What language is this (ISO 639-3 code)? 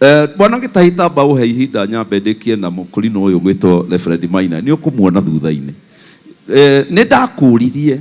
kik